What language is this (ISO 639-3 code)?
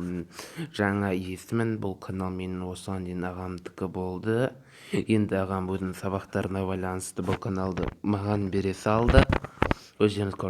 kaz